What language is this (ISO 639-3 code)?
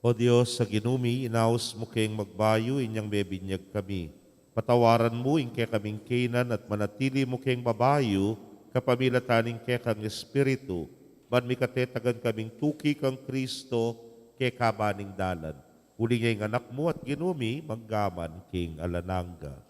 pam